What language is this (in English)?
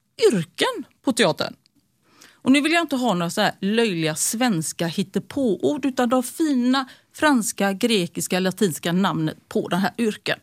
Swedish